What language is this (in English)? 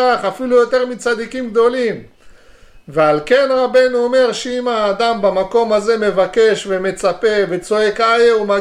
Hebrew